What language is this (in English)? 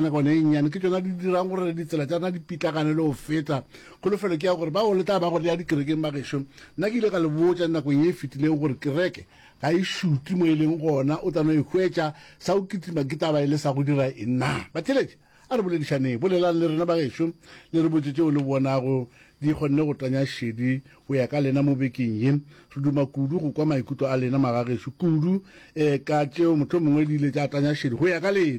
Northern Sotho